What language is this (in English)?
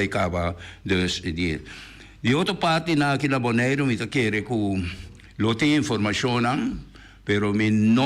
Papiamento